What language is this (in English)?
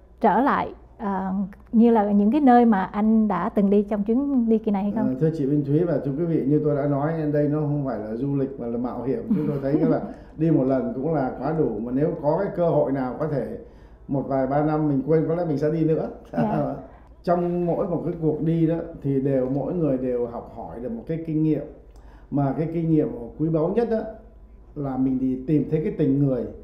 Vietnamese